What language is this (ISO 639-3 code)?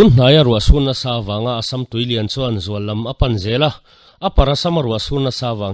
lus